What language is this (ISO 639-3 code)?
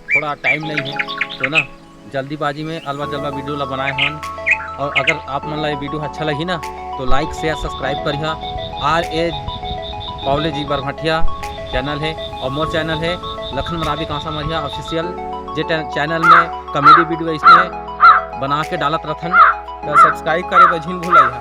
hne